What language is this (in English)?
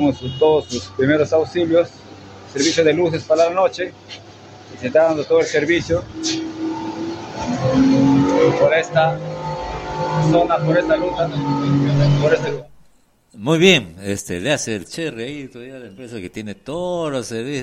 Spanish